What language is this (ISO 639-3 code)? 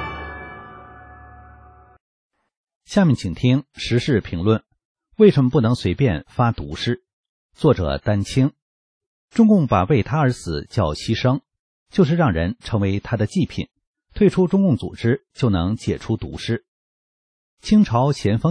zho